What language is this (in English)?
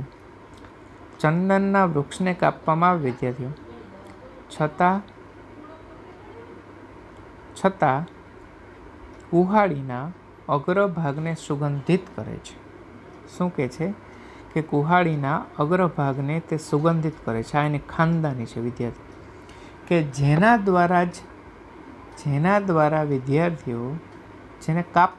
Gujarati